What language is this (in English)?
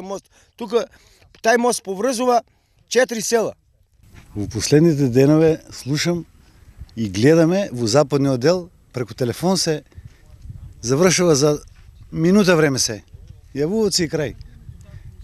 Macedonian